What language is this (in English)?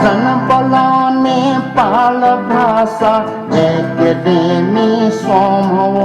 Newari